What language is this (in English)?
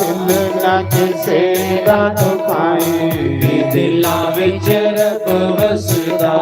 Dogri